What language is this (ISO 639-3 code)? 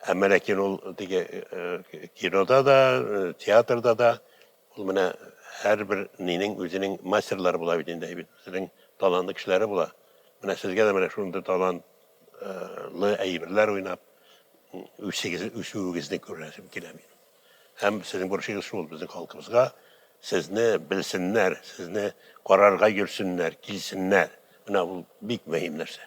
tat